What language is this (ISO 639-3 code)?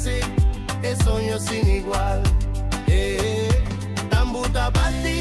pap